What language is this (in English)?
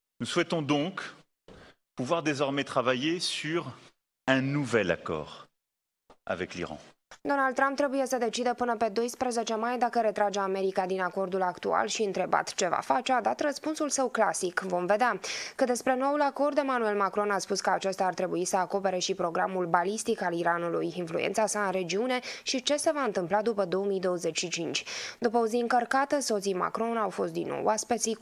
Romanian